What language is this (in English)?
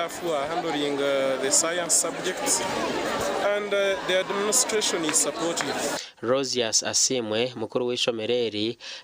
Nyankole